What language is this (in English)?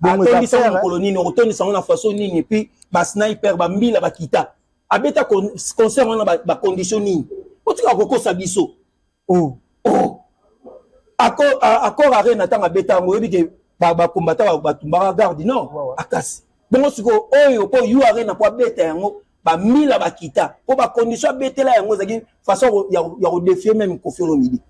Lingala